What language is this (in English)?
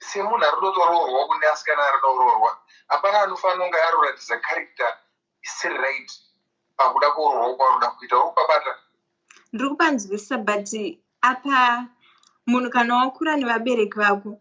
Shona